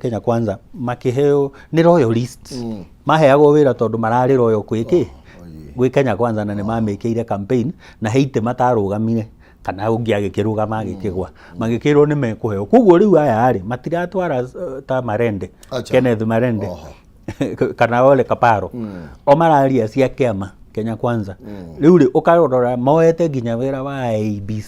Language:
Kikuyu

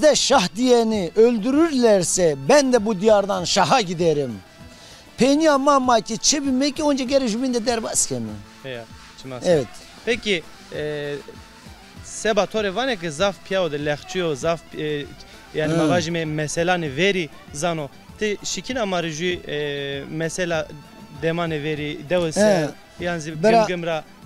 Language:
Zaza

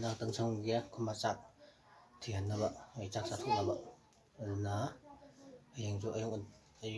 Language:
Manipuri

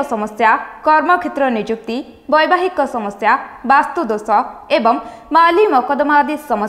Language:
Odia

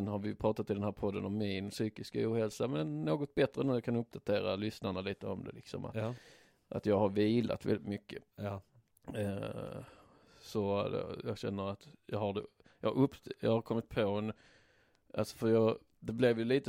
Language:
Swedish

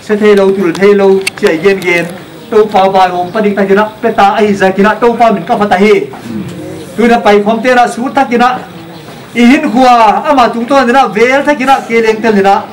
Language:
Paite Chin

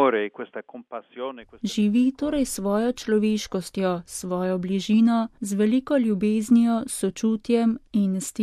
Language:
Slovenian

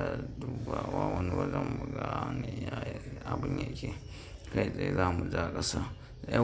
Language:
Hausa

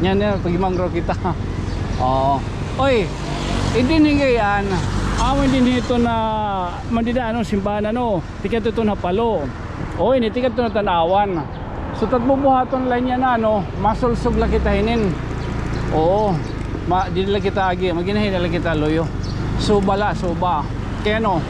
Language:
Waray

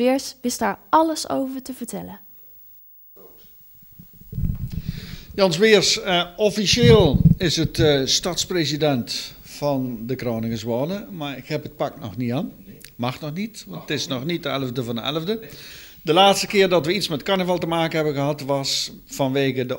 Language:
Dutch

